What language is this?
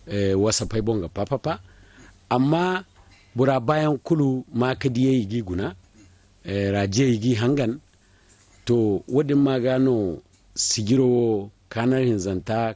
Zarma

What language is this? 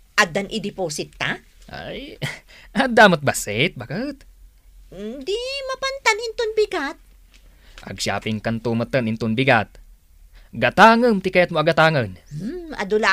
Iloko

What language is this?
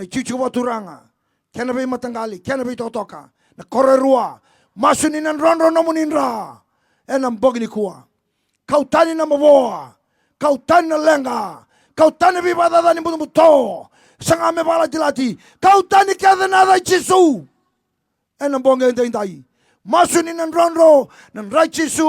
Fijian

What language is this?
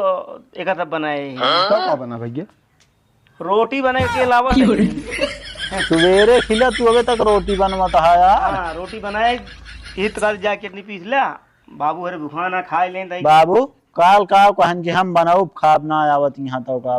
Awadhi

